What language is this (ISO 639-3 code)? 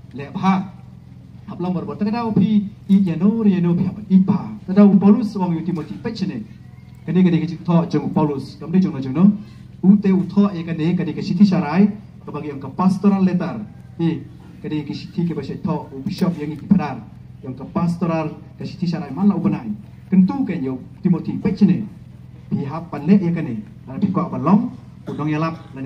kha